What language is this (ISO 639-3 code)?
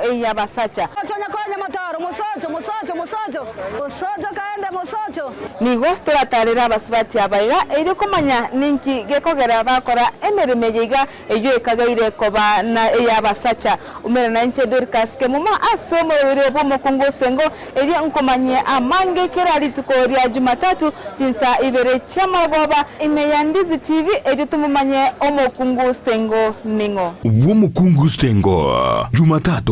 guz